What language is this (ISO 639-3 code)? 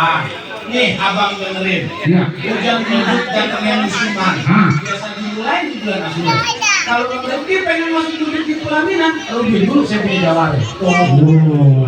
bew